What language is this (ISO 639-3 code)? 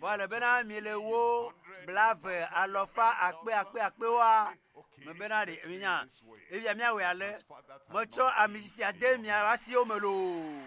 ewe